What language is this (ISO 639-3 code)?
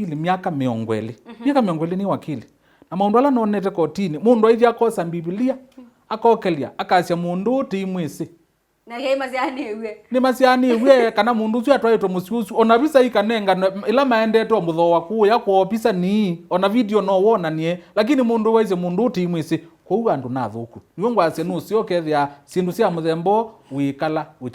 kam